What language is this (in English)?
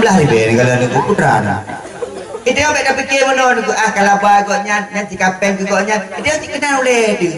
Achinese